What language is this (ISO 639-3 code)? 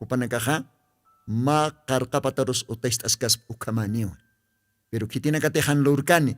aym